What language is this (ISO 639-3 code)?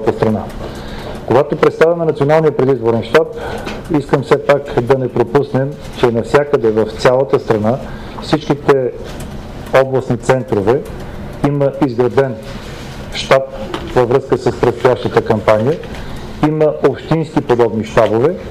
bul